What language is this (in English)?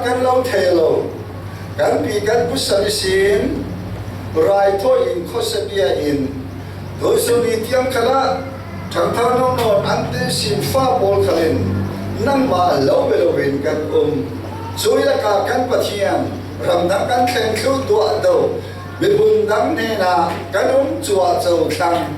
Falam Chin